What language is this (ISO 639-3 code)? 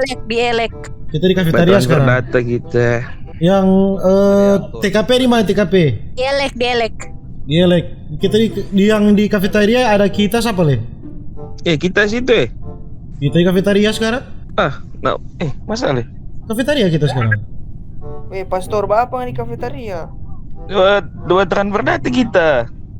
xmm